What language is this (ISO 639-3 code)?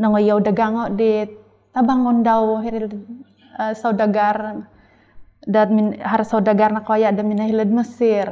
dtp